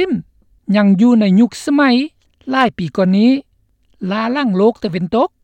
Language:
Lao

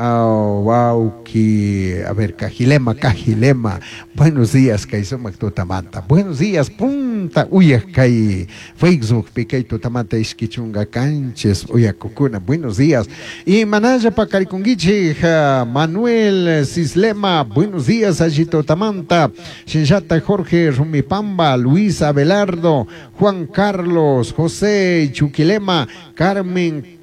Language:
Chimborazo Highland Quichua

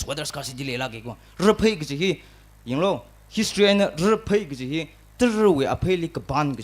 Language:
Tangkhul Naga (India)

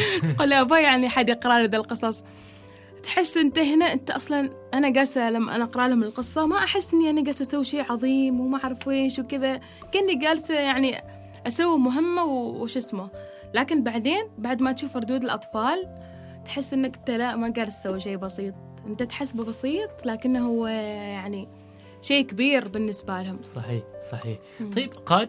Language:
Gulf Arabic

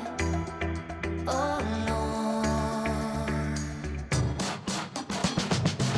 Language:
Icelandic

